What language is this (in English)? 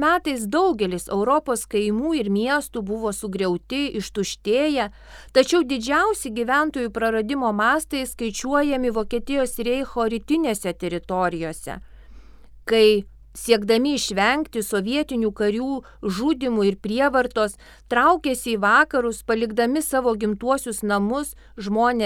Lithuanian